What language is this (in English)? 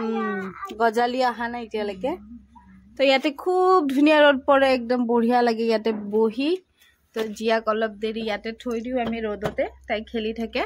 Assamese